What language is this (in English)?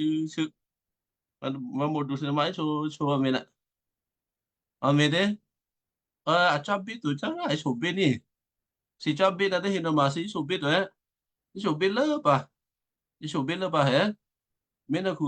Western Kayah